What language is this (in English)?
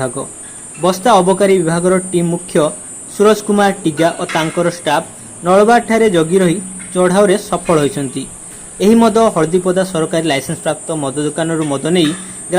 Odia